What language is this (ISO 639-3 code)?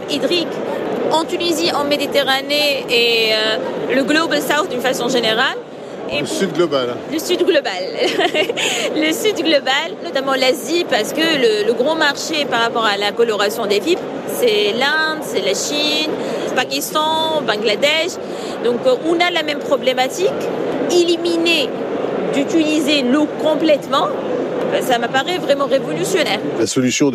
fra